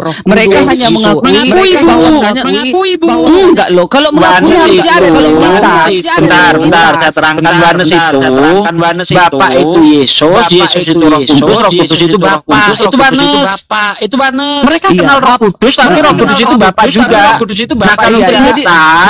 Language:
Indonesian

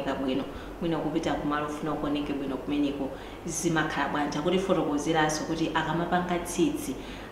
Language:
Nyanja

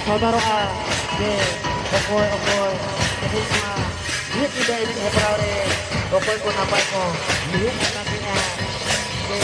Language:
Santali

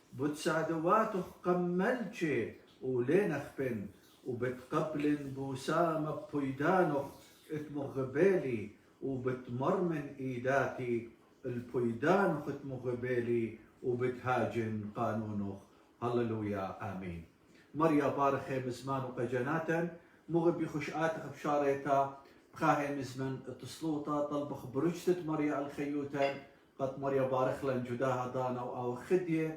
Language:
Assyrian Neo-Aramaic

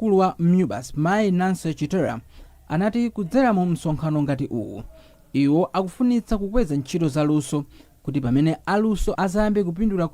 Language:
Nyanja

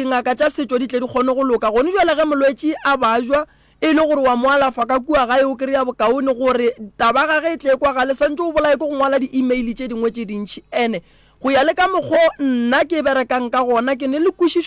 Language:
Northern Sotho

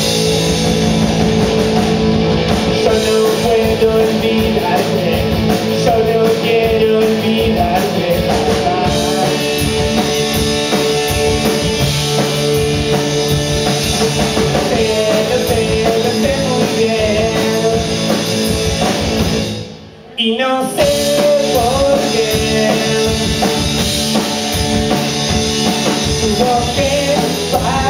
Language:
Spanish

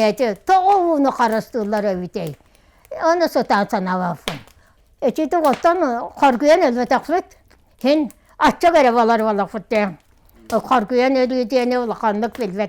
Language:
Yakut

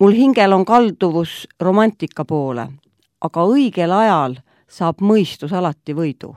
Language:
Estonian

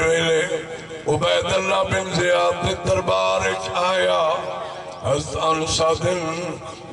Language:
Saraiki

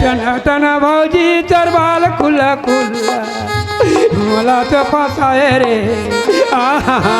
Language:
Chhattisgarhi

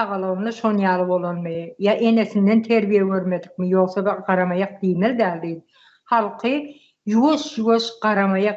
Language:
Turkmen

